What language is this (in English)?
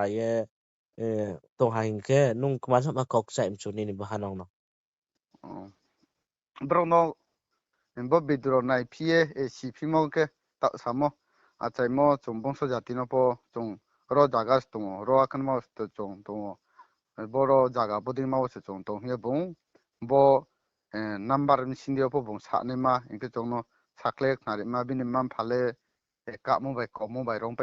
Riang (India)